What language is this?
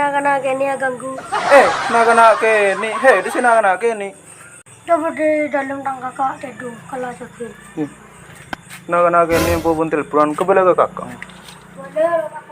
Madurese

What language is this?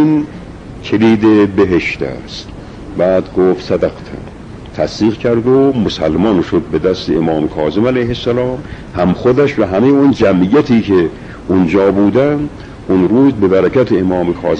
Persian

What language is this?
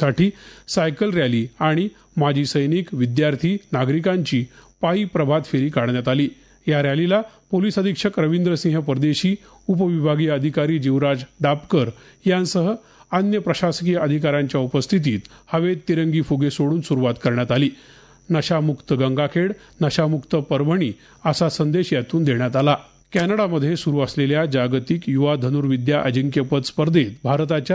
Marathi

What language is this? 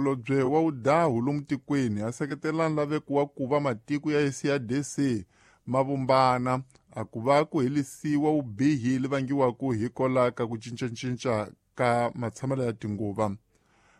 Tsonga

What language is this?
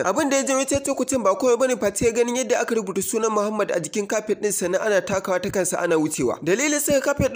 Hausa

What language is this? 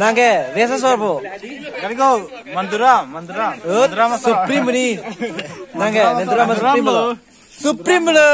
Karbi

